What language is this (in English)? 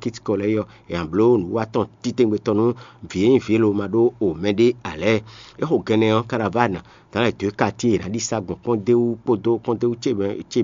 Fon